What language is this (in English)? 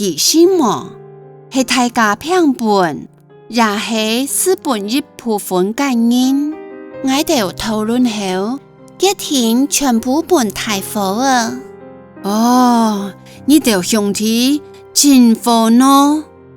Hakka Chinese